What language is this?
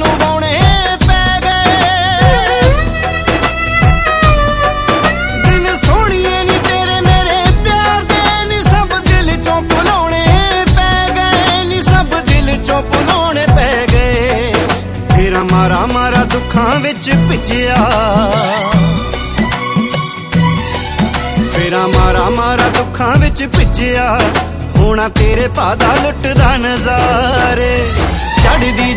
Punjabi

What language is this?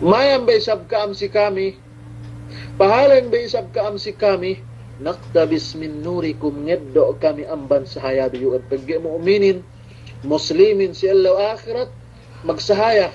Yakan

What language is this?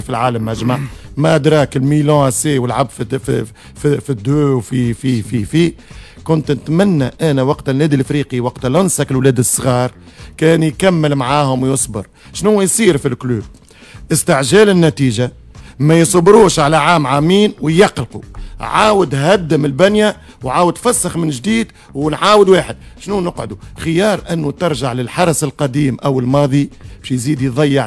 Tunisian Arabic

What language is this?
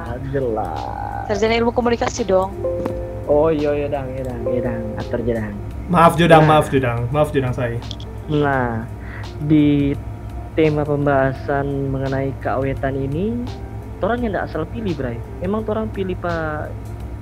Manado Malay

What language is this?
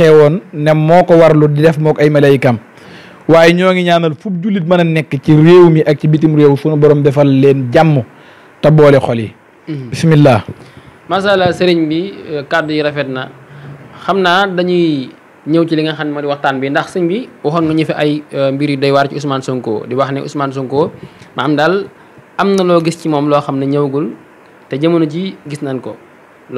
Wolof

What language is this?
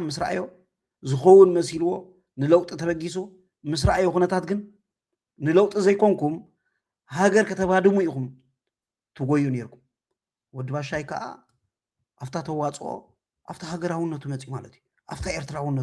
Tigrinya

